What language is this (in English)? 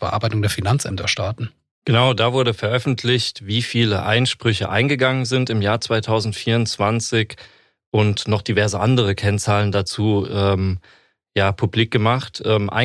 German